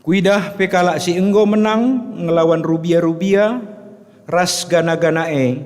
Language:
Batak Karo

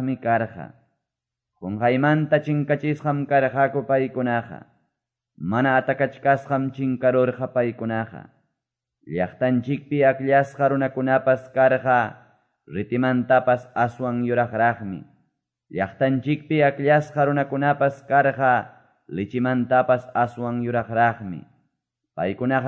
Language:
Quechua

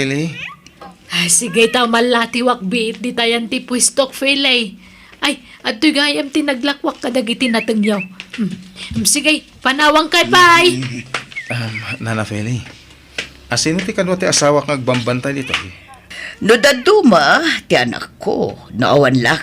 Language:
Iloko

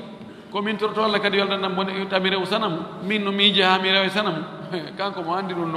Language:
Fula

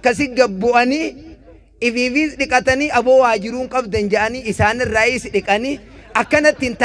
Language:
Oromo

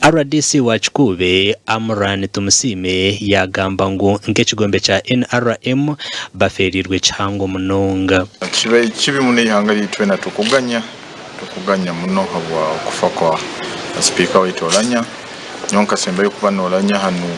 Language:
Nyankole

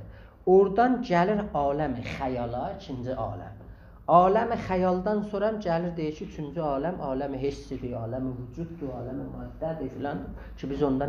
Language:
South Azerbaijani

